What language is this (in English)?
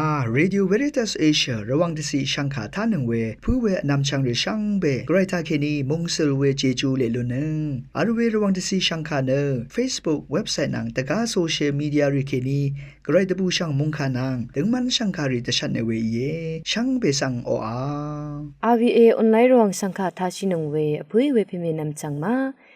Rawang